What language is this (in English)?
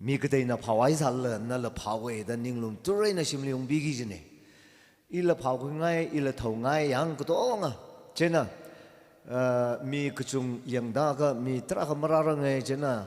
Tangkhul Naga (India)